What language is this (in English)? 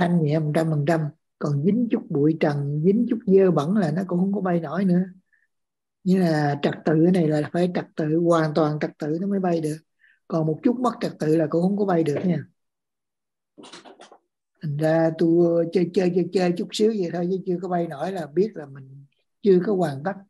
Vietnamese